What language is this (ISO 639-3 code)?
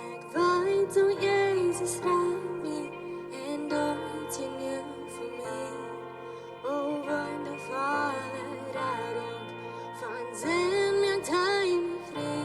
pdt